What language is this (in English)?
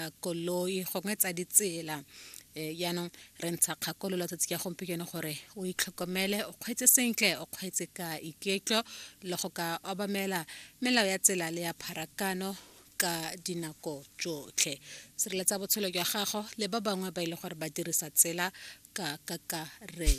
Tswana